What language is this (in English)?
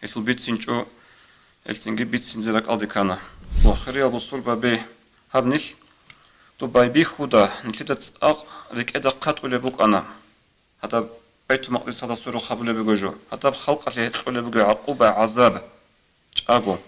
Avaric